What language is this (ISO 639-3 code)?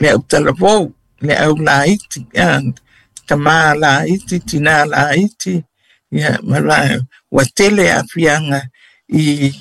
smo